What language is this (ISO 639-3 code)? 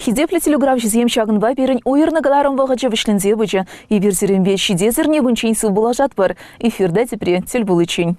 chv